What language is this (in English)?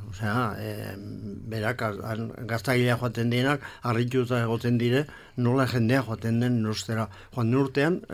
Basque